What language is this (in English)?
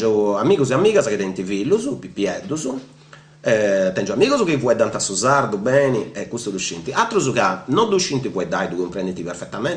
Sardinian